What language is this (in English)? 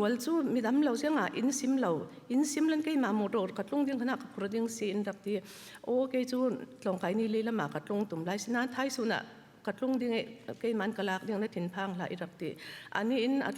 Falam Chin